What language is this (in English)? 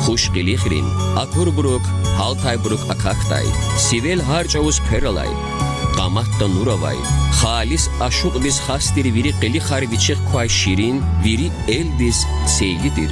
Lezghian